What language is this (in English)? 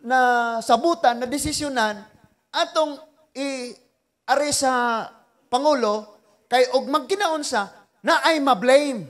Cebuano